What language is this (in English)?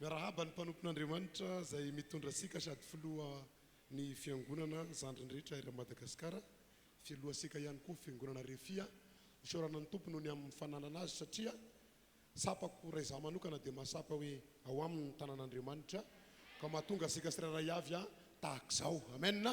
Malagasy